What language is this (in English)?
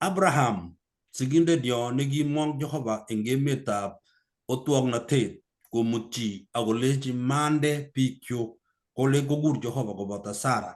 Kalenjin